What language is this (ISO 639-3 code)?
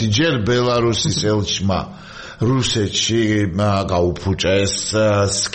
kat